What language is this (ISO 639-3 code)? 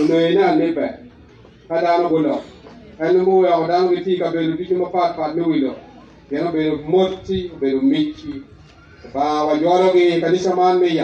ach